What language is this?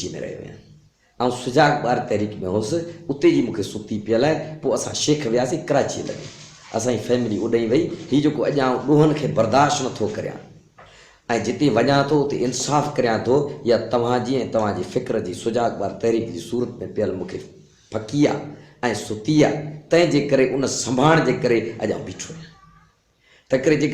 Sindhi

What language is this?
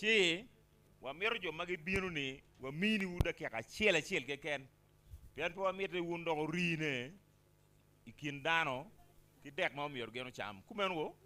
Acoli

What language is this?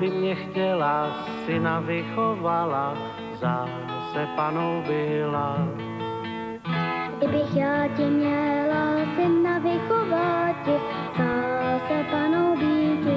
Czech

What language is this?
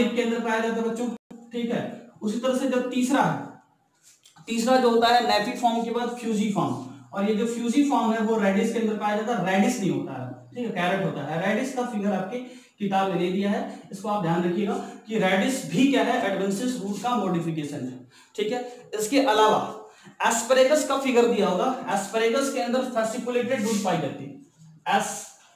Hindi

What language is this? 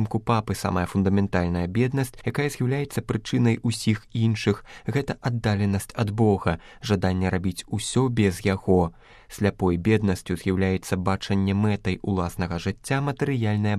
Belarusian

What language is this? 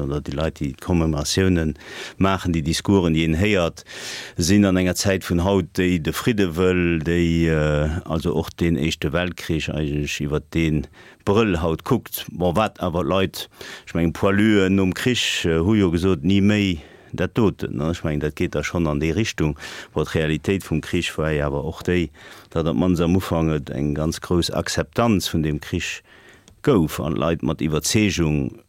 Luxembourgish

